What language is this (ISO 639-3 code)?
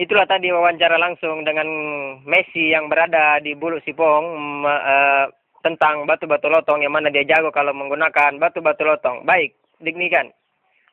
bug